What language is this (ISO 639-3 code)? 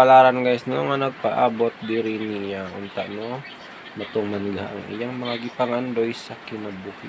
ceb